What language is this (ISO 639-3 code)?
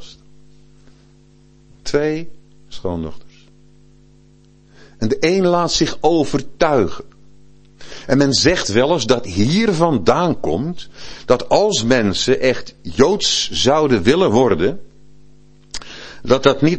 nld